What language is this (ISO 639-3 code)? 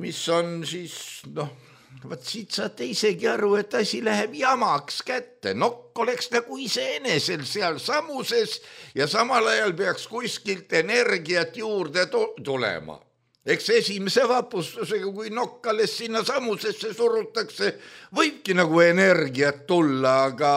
est